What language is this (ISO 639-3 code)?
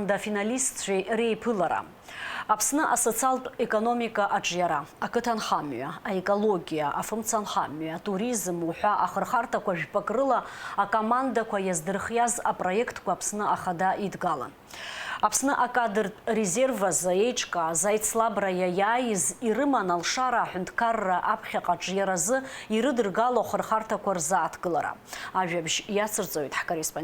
abk